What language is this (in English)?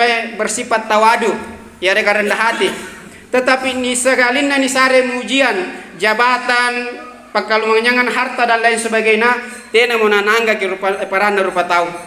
Makasar